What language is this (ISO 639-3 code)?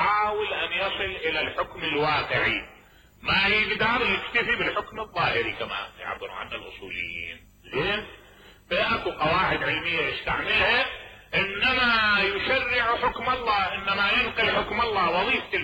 acm